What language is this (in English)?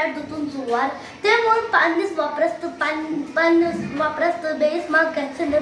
Kashmiri